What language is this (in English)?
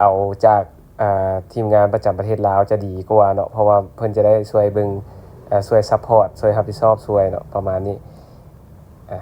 Lao